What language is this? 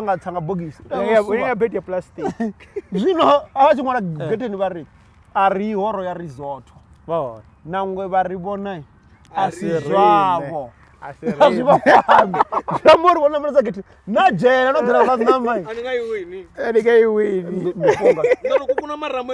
Venda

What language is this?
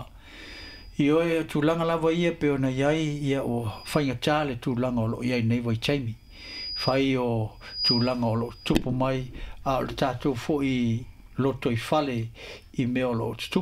Samoan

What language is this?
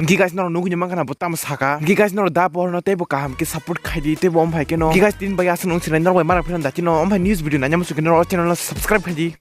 Kok Borok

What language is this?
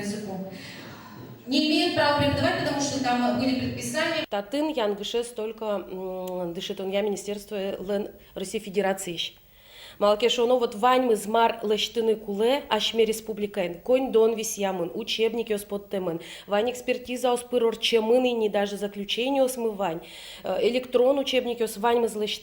Udmurt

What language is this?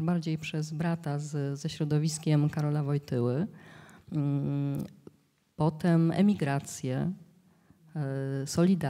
Polish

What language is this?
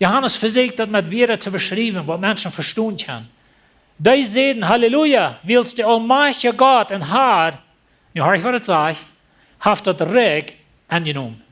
Plautdietsch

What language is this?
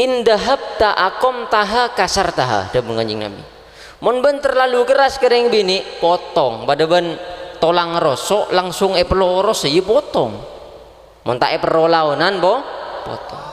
Madurese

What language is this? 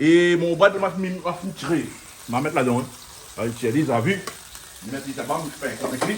Réunion Creole French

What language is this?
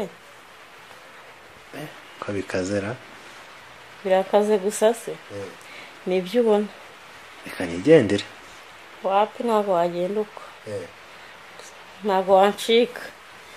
Kinyarwanda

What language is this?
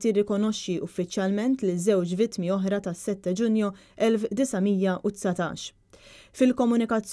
Maltese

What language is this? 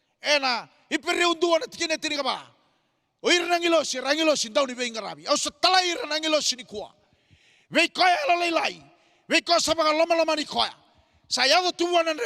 Fijian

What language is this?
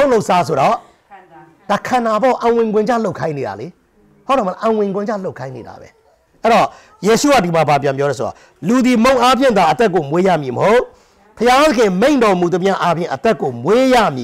Burmese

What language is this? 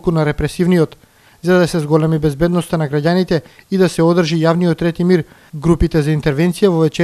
Macedonian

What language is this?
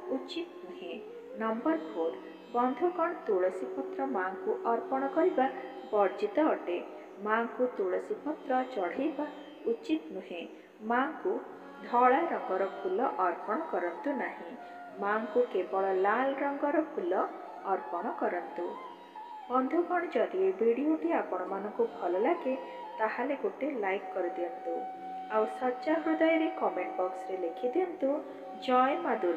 Odia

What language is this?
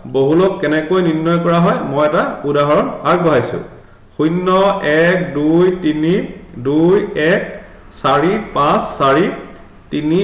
Assamese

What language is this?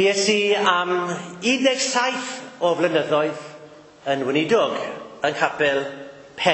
Welsh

